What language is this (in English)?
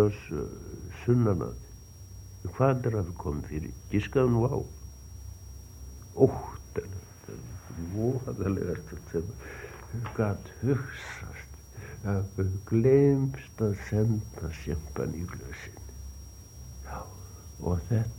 Icelandic